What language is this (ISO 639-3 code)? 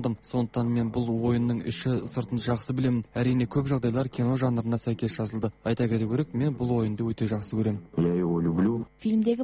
kaz